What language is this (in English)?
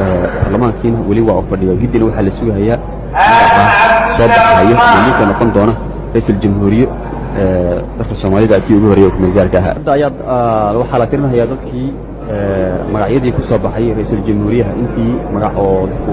Somali